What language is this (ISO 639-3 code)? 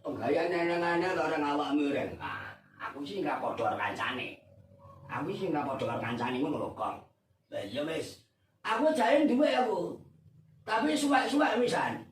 jav